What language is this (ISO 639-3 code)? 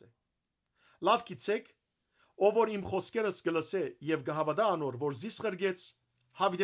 hyw